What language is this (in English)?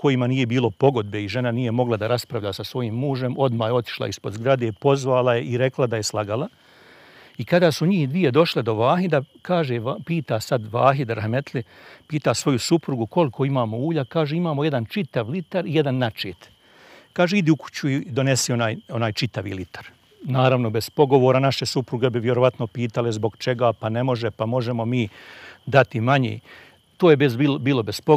Bosnian